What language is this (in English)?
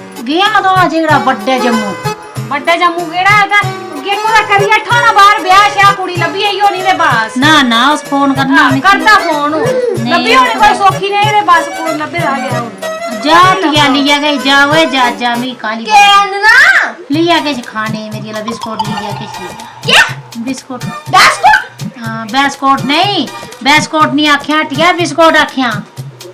Dogri